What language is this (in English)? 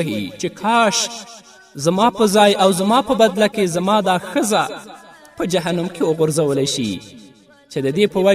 Pashto